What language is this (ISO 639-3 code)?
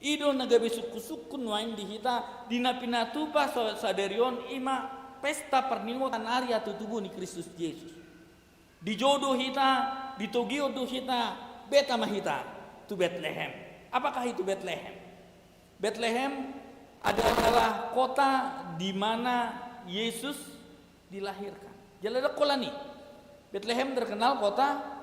bbc